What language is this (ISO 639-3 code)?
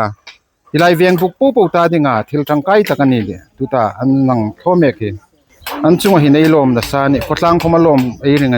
hmr